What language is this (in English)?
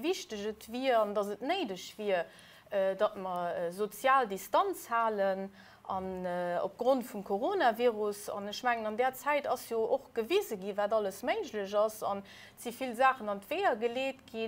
Luxembourgish